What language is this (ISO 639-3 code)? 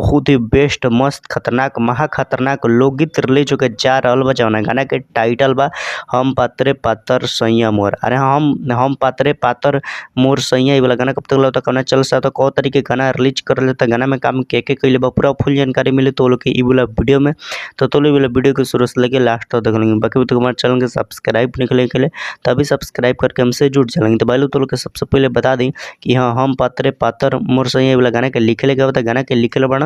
bho